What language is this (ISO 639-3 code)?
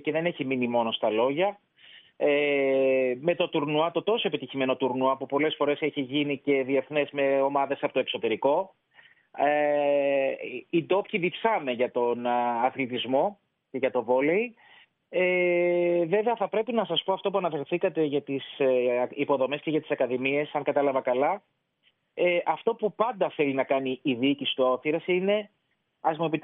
ell